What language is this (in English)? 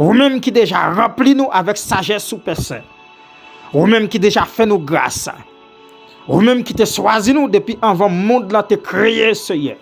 Haitian Creole